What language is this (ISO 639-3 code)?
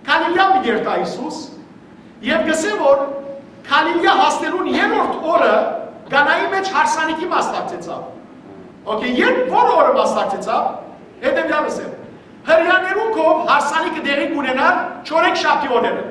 hyw